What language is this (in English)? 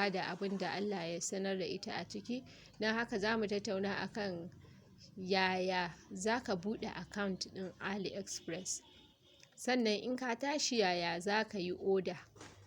Hausa